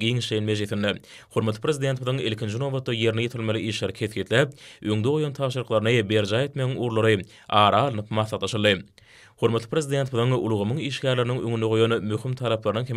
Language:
Turkmen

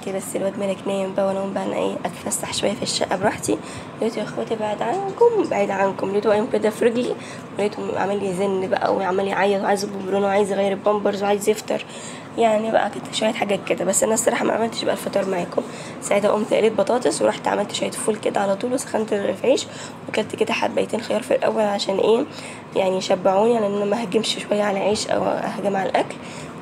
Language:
Egyptian Arabic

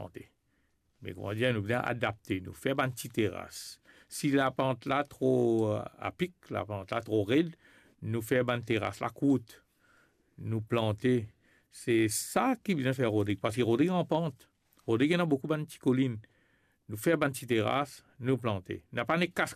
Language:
Morisyen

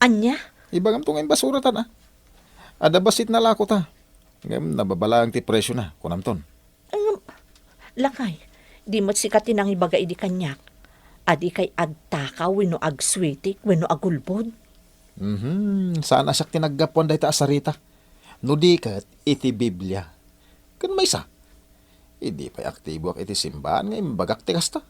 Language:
Iloko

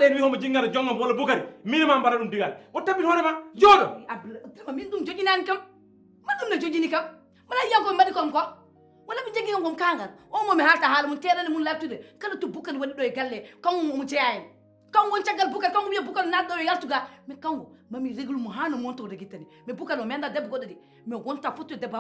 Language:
Fula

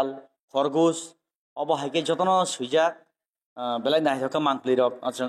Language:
Kok Borok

